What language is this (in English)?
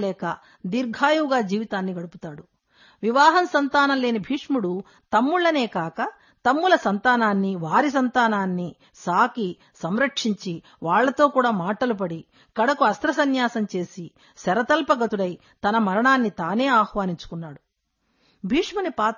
Telugu